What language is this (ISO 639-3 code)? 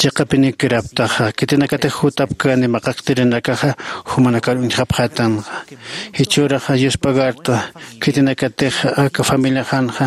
aym